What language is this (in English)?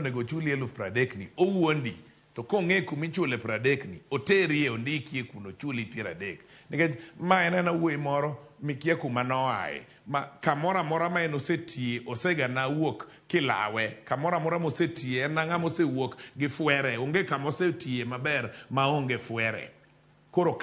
Luo (Kenya and Tanzania)